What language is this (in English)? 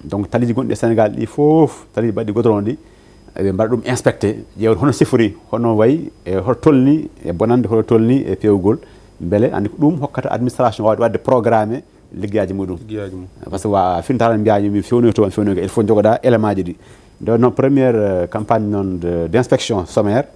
Fula